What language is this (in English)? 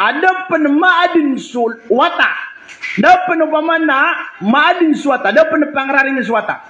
Maranao